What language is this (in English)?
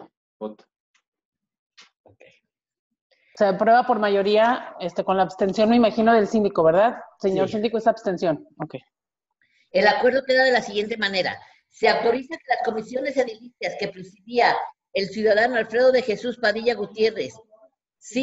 Spanish